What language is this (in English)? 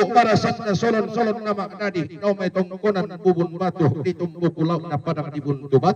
Toraja-Sa'dan